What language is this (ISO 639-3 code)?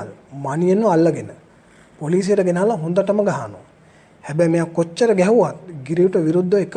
sin